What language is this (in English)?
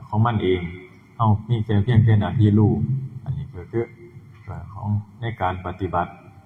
Northeastern Thai